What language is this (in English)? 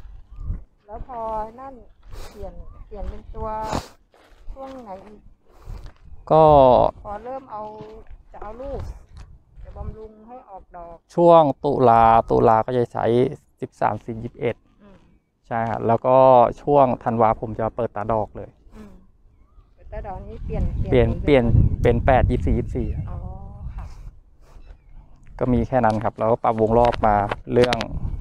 Thai